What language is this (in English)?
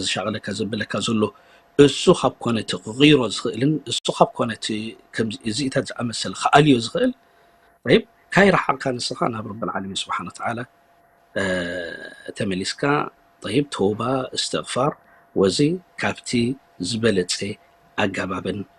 Tigrinya